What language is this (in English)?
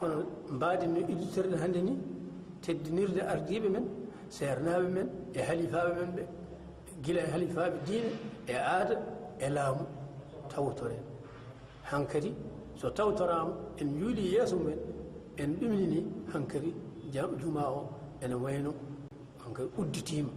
Fula